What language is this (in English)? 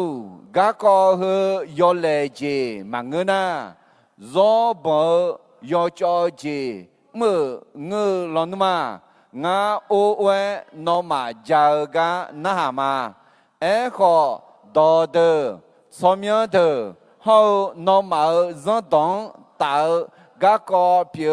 Akha